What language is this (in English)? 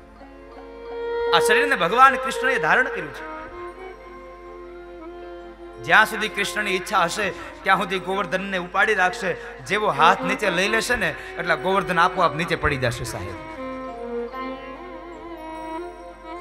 Gujarati